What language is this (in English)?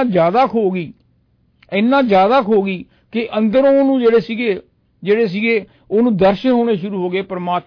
Punjabi